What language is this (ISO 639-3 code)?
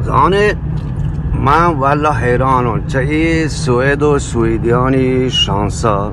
bgp